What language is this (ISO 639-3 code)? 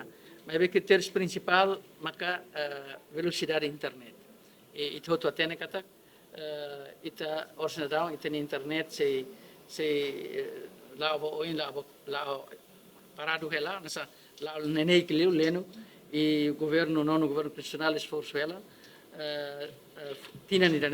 tet